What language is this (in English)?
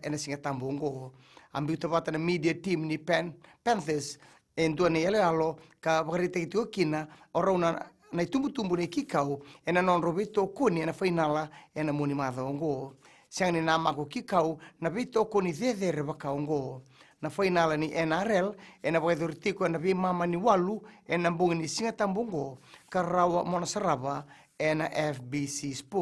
Fijian